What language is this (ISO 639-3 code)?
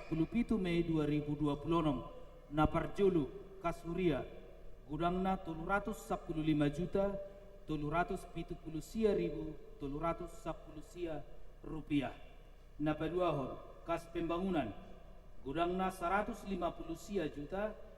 bbc